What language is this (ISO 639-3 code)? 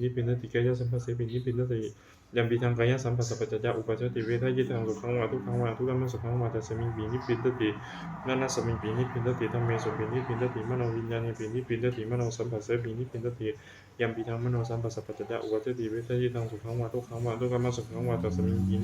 pli